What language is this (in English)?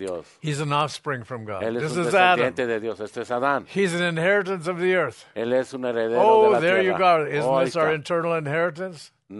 Spanish